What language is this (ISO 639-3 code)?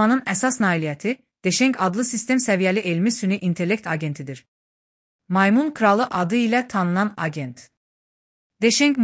aze